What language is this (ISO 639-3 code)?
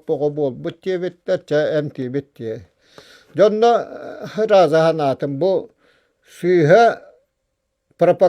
sah